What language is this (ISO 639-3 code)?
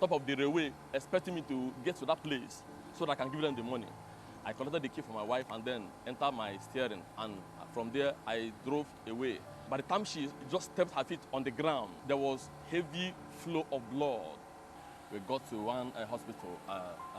pcm